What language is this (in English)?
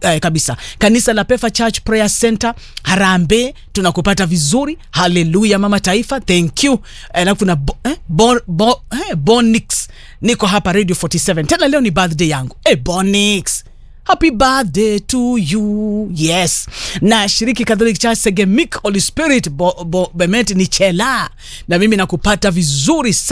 Swahili